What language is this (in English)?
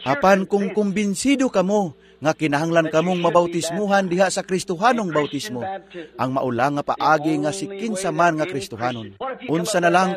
Cebuano